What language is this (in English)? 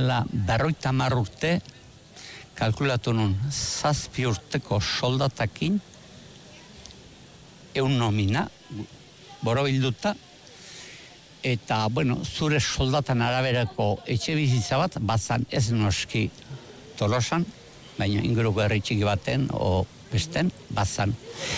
Basque